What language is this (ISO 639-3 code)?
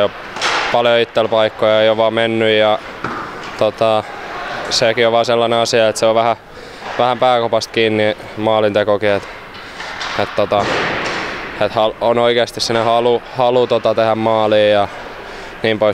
fin